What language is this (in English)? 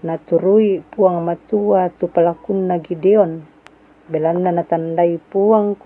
Toraja-Sa'dan